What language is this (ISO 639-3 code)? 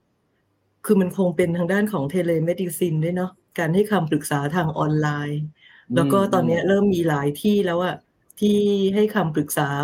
tha